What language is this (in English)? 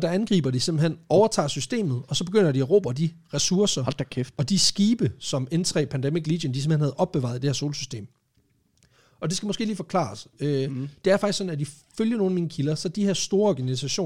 Danish